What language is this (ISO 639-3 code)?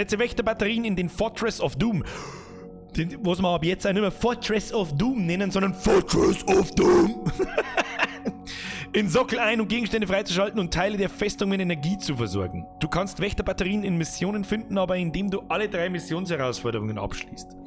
bar